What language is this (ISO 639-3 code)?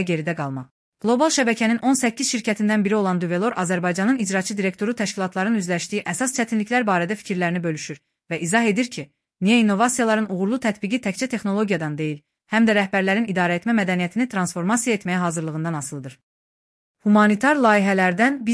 aze